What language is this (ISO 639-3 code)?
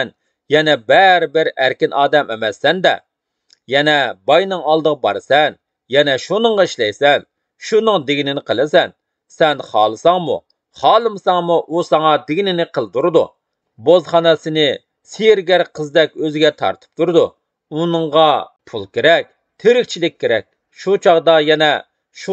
uig